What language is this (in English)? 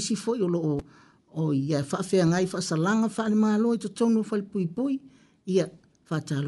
Samoan